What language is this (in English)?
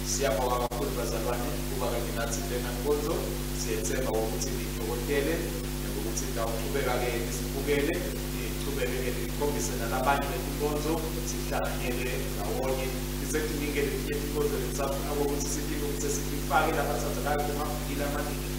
Swati